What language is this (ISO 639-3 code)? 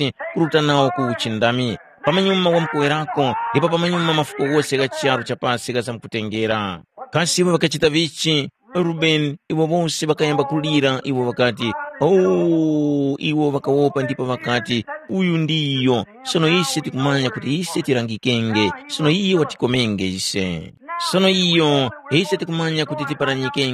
tum